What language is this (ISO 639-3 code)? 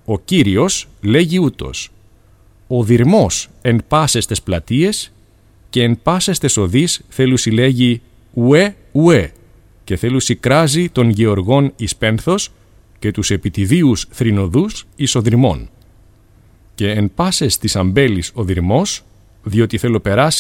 ell